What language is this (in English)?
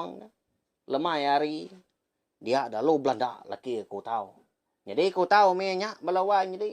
Iban